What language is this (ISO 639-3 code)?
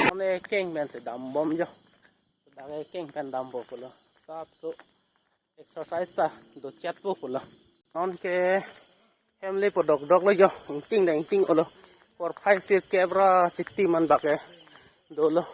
mjw